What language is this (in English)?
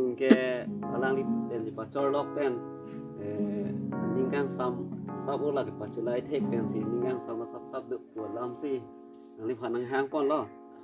Karbi